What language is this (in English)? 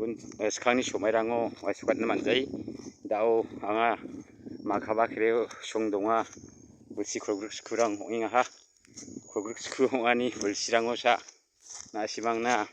Garo